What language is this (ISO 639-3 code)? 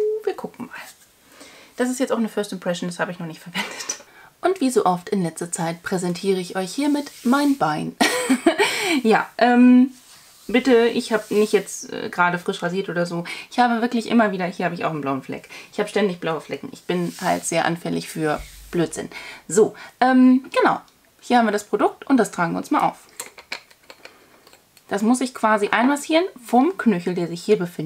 deu